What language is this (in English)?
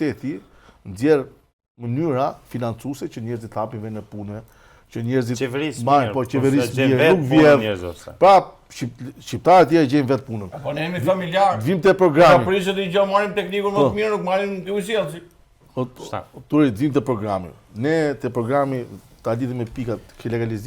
Albanian